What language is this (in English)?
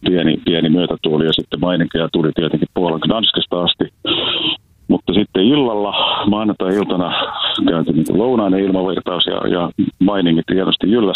Finnish